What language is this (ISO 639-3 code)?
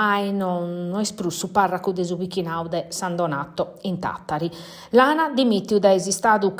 srd